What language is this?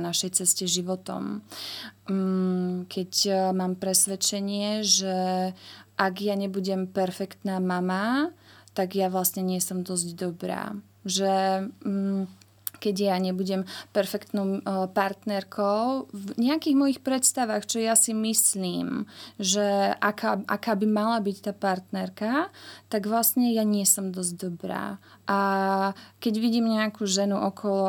Slovak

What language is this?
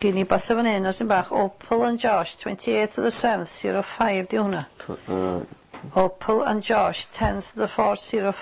Welsh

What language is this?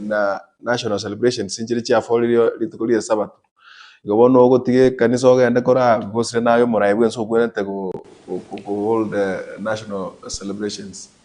Gusii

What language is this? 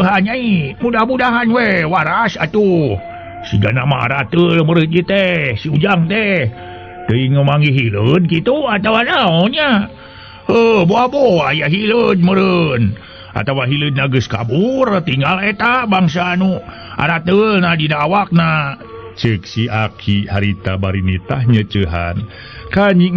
Sundanese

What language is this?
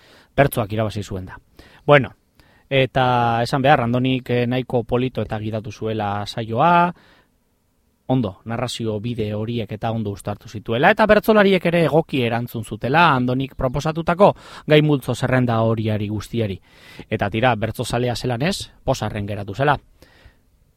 Basque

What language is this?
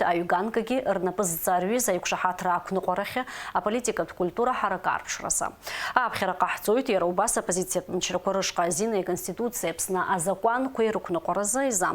Abkhazian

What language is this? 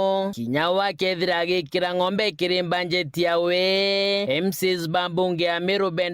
Meru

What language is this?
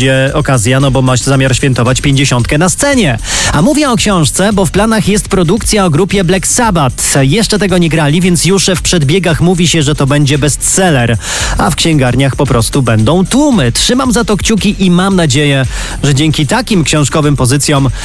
Polish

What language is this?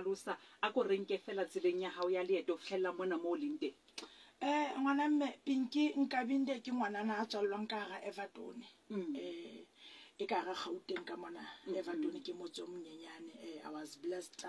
Southern Sotho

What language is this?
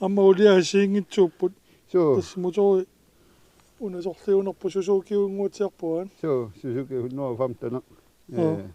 Kalaallisut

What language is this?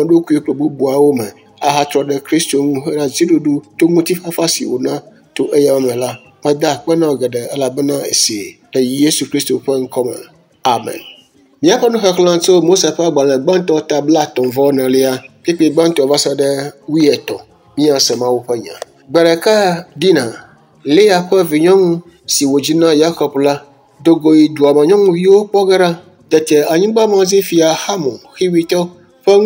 Ewe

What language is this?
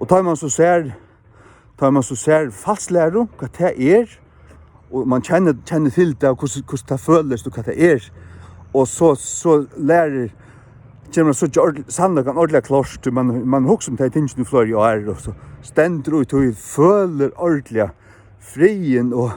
Faroese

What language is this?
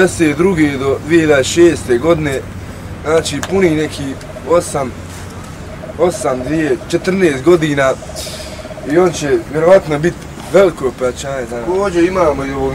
Bosnian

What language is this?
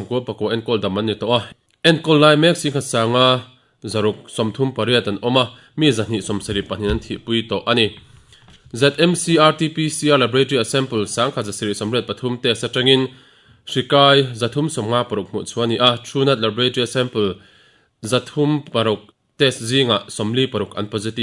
Mizo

